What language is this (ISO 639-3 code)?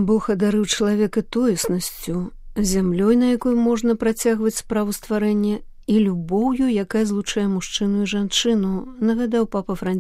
bel